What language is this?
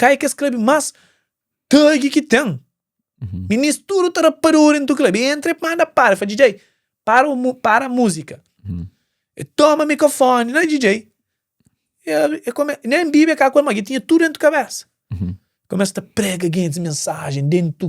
Kabuverdianu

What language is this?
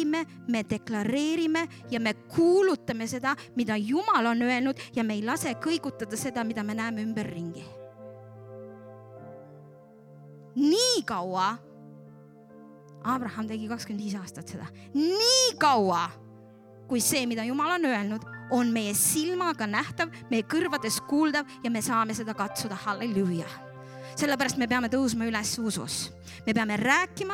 Estonian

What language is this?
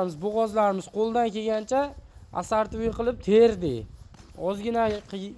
Uzbek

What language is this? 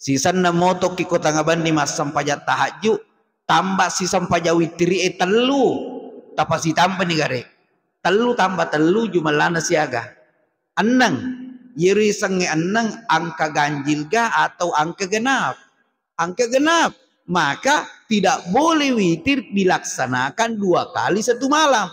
Buginese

